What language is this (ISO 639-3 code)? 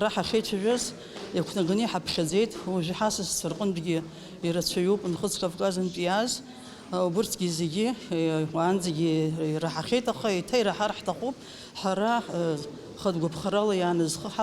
abk